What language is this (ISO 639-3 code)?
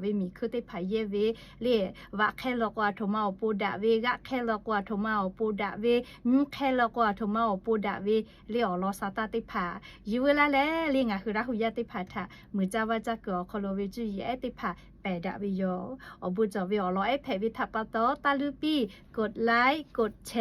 lhu